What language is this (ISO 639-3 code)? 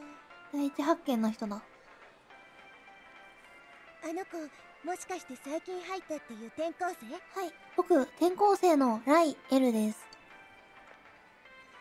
jpn